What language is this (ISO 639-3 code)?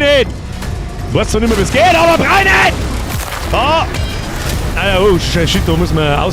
bar